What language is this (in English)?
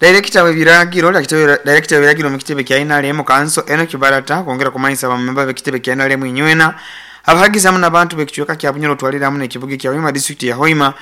Nyoro